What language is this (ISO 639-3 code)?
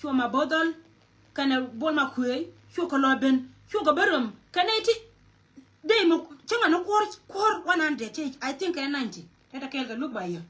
nus